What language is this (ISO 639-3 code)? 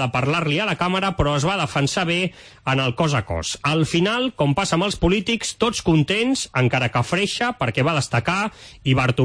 cat